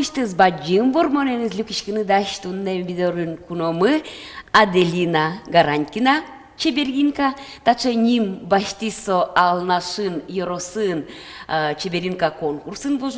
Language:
Udmurt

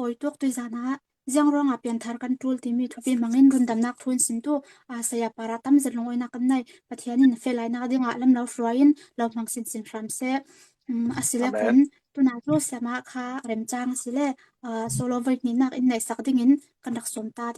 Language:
Falam Chin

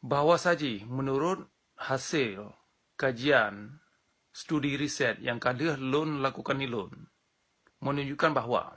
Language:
Achinese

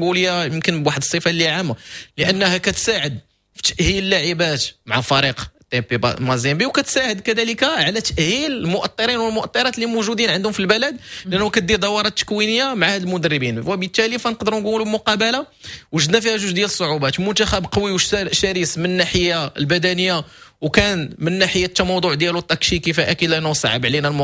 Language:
Moroccan Arabic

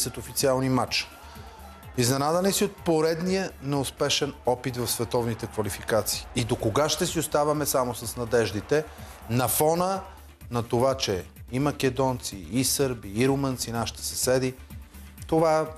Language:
Bulgarian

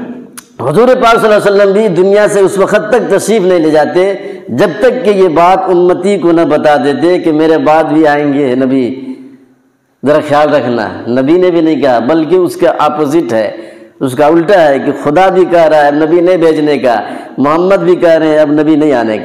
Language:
Urdu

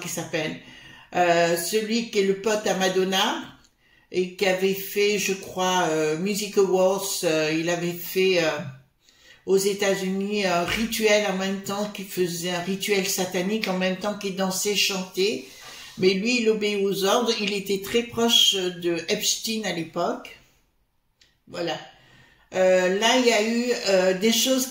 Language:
French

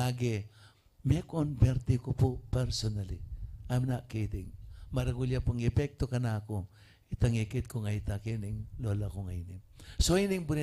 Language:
Pampanga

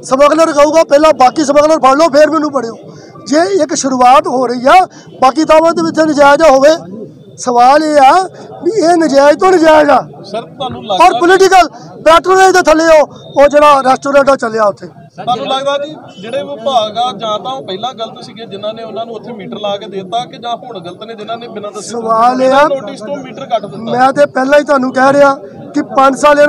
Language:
Punjabi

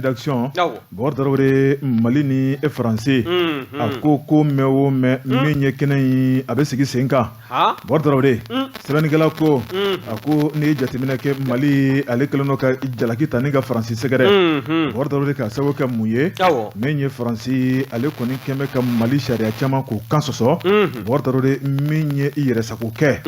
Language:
Bambara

